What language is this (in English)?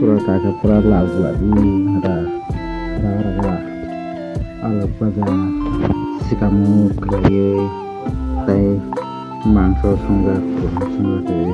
Kok Borok